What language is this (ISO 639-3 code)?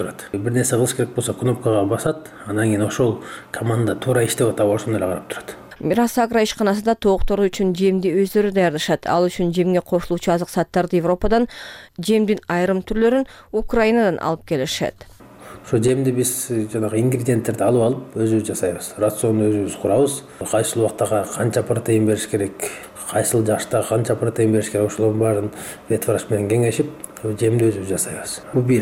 kir